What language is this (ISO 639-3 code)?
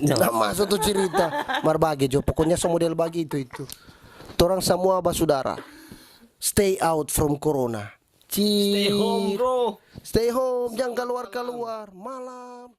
xmm